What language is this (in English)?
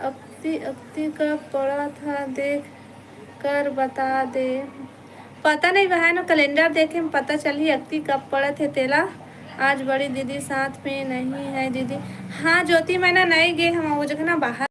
Chhattisgarhi